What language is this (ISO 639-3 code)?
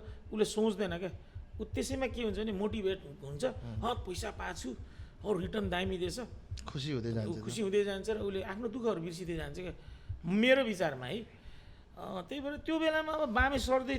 nep